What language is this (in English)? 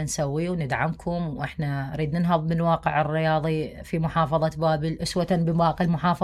Mesopotamian Arabic